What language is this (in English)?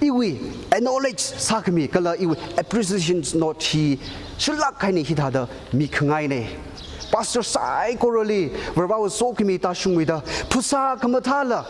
Tangkhul Naga (India)